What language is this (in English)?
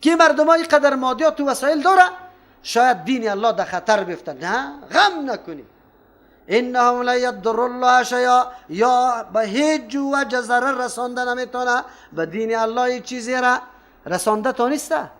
Persian